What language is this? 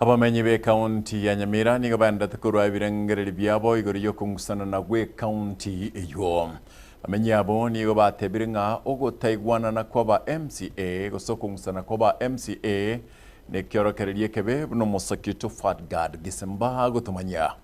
Gusii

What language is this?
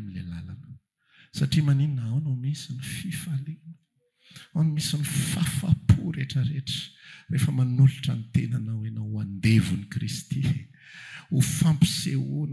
Malagasy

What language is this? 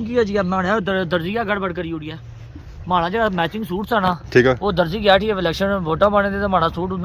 Pahari-Potwari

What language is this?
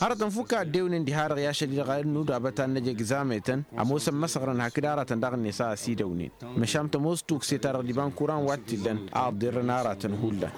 Tamasheq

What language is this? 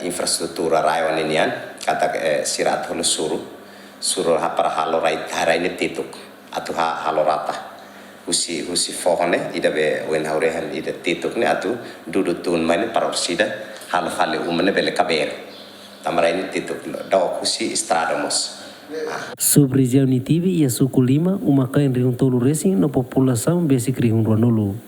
Tetum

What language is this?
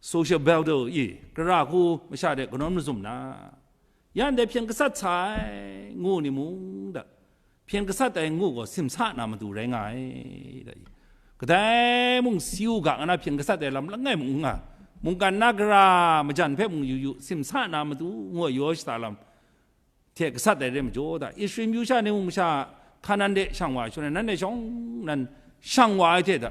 Kachin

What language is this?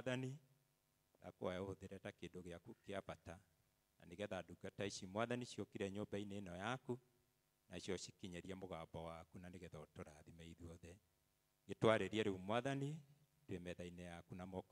Kikuyu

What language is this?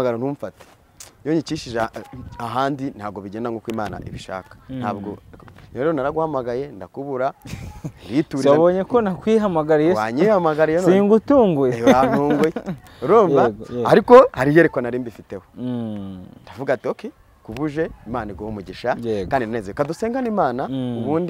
Kinyarwanda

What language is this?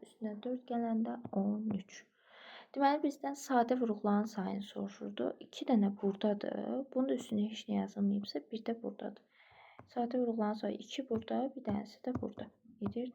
Azerbaijani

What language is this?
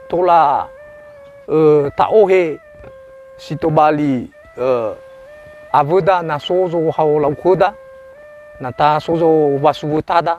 Nias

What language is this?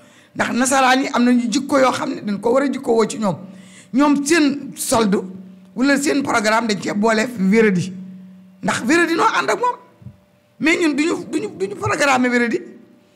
Wolof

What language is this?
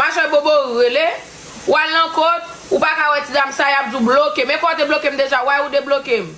Haitian Creole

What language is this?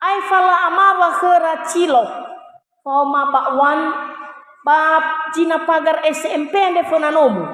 Nias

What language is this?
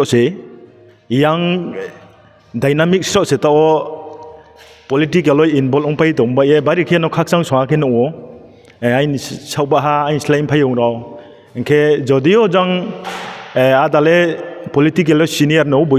Riang (India)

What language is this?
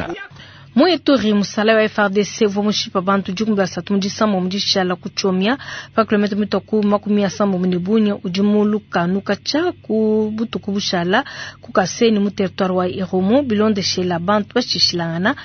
Luba-Lulua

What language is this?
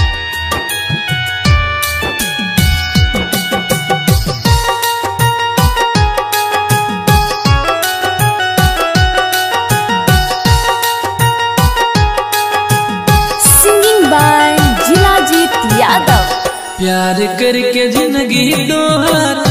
Bhojpuri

